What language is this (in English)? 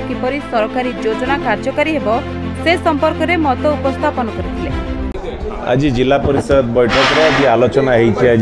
Odia